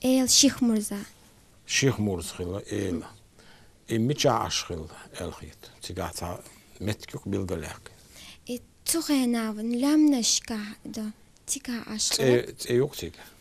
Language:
Chechen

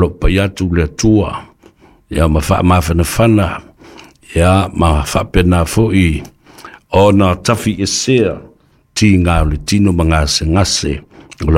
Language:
Samoan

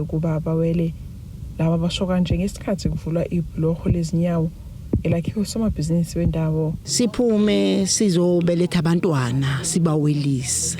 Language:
Zulu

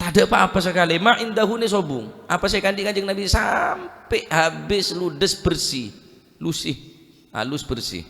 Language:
Madurese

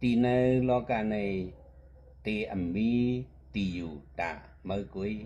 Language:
Shan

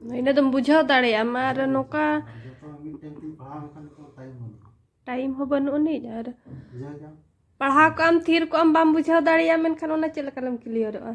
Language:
Santali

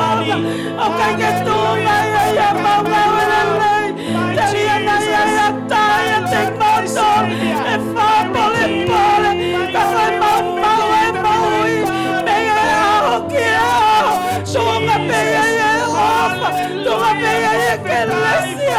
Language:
Tongan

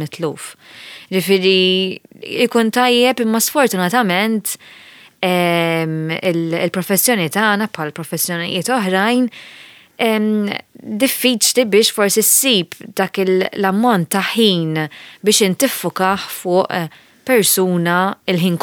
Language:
Maltese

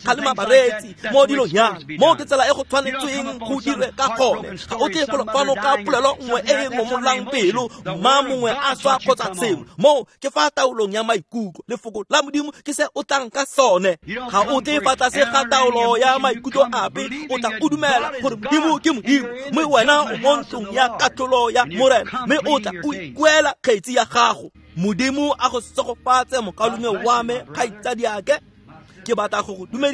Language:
Tswana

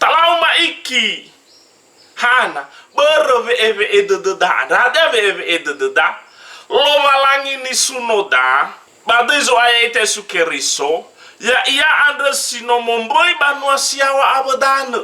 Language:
Nias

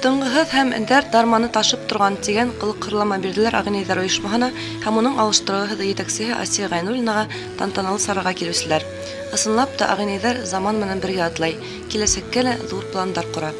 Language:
Bashkir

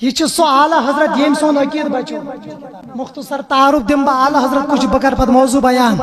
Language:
Kashmiri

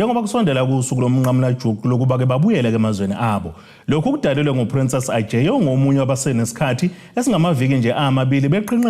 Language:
Zulu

